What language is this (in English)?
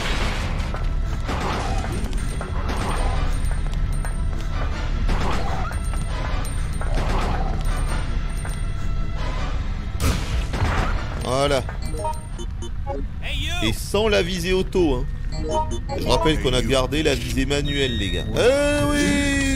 French